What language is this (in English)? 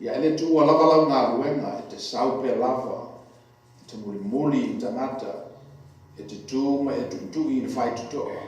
Samoan